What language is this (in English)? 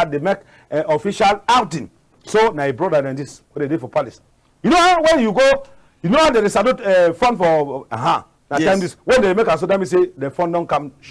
Cameroon Pidgin